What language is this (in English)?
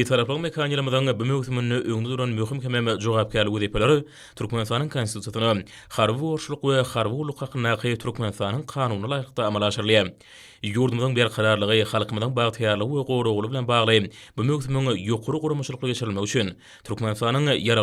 Turkmen